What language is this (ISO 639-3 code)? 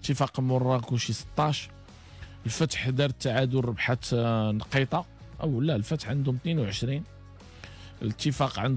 ary